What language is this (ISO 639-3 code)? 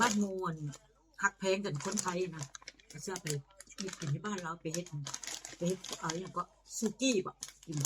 tts